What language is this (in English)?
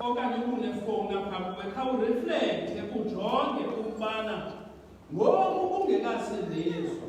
Xhosa